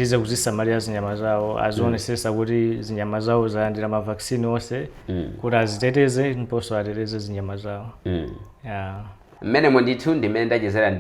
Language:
Nyanja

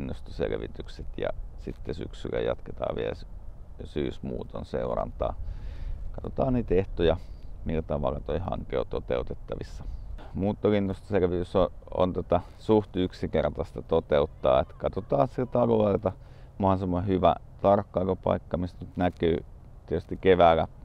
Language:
Finnish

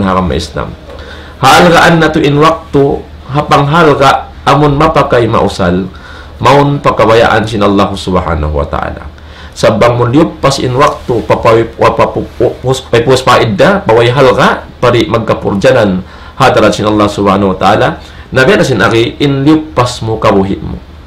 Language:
Tausug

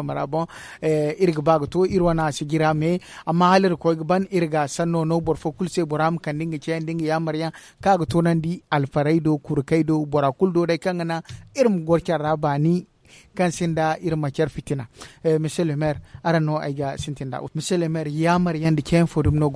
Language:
Zarma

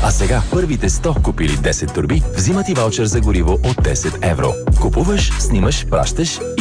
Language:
Bulgarian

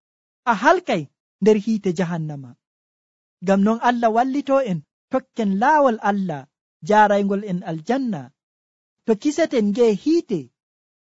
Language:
Nigerian Fulfulde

